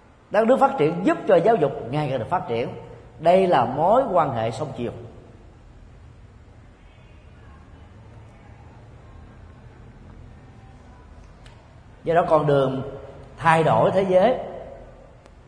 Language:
Vietnamese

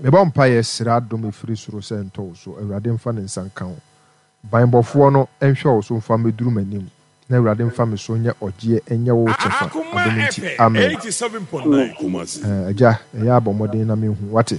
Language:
Akan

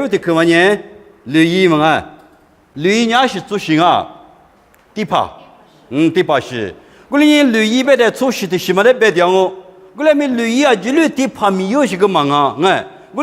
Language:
Lisu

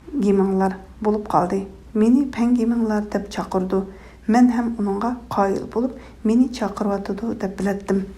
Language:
Uyghur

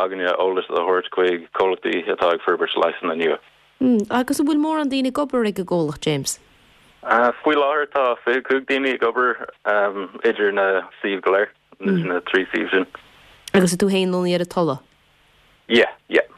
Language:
Irish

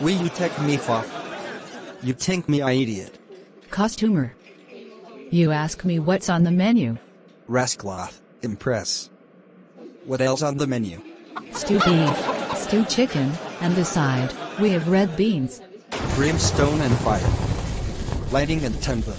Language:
Jamaican Creole English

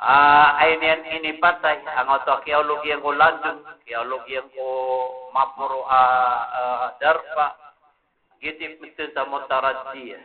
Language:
Maranao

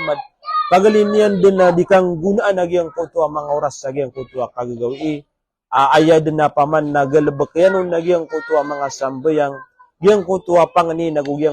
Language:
Maranao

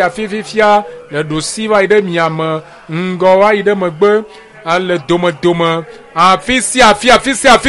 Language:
Ewe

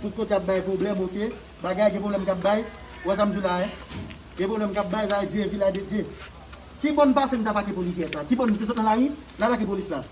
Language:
Haitian Creole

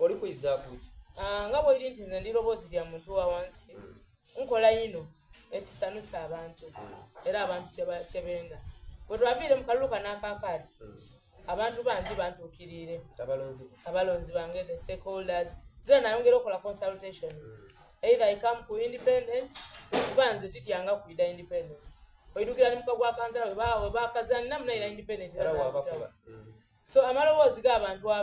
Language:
Soga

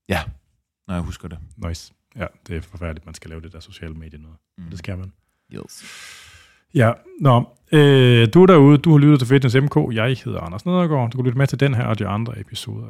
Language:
Danish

